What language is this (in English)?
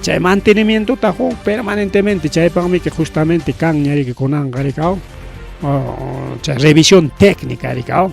Ayacucho Quechua